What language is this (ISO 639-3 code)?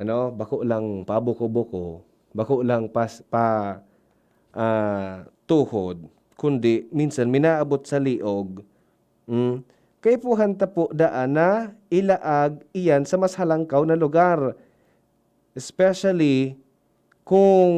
bik